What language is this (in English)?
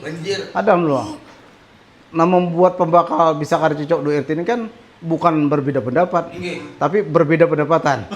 Banjar